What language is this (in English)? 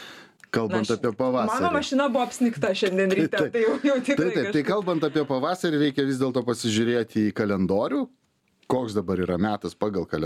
Lithuanian